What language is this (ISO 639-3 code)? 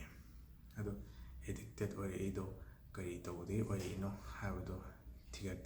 mni